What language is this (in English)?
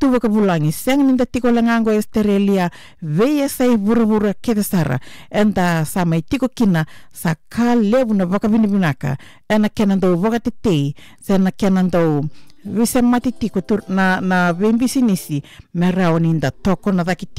Fijian